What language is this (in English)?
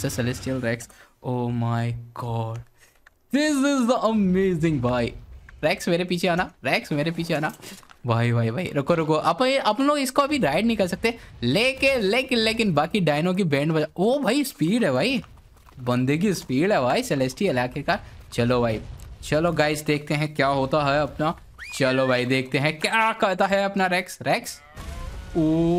Hindi